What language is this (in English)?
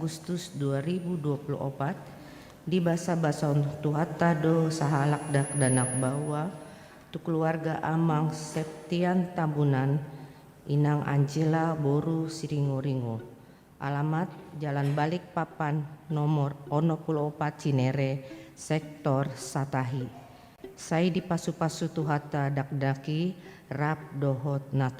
Batak Toba